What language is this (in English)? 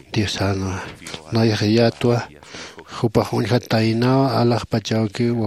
Aymara